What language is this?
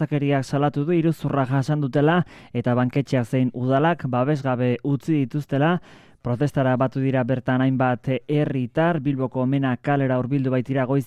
Basque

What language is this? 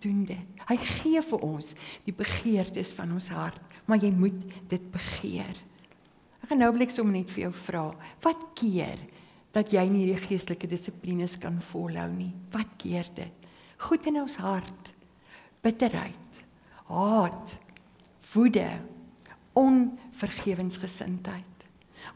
Afrikaans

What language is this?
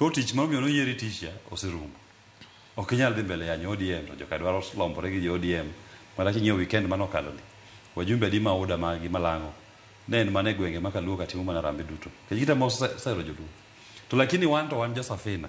Luo (Kenya and Tanzania)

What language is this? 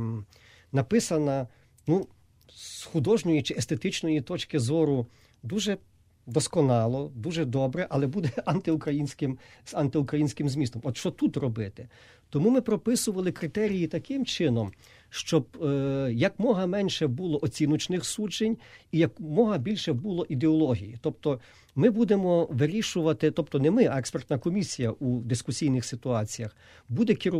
Ukrainian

